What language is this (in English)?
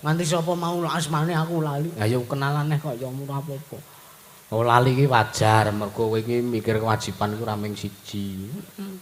Javanese